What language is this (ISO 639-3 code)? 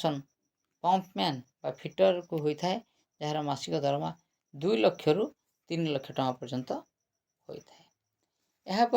ori